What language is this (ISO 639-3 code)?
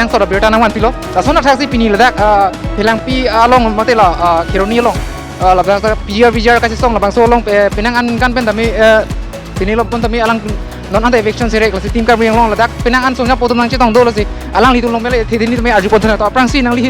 mjw